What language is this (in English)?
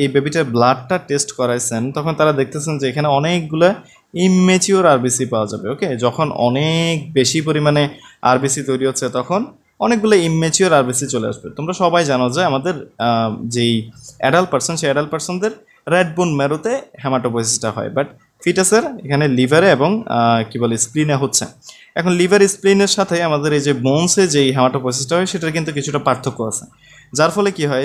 Bangla